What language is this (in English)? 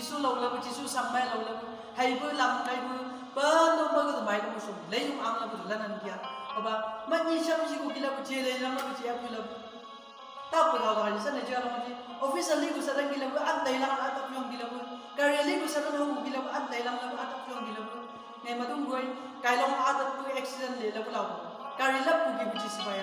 Chang Naga